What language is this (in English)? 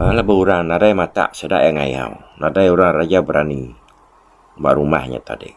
Iban